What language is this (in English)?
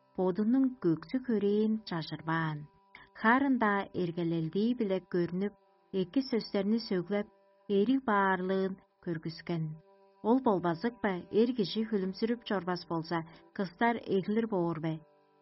Tuvinian